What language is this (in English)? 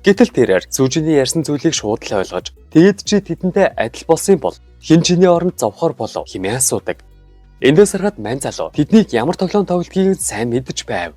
Mongolian